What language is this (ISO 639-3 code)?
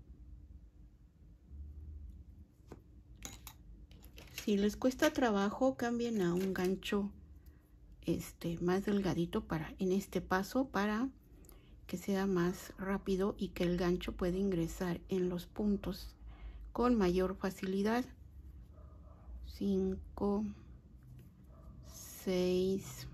spa